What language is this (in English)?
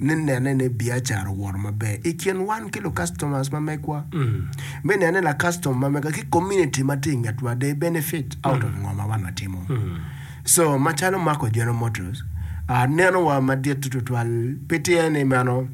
Acoli